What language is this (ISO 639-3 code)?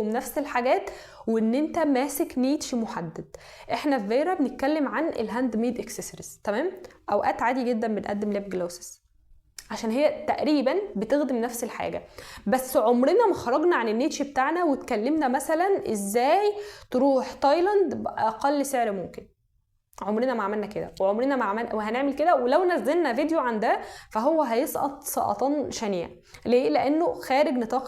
arz